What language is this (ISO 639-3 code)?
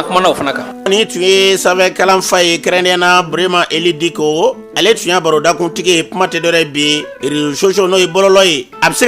bam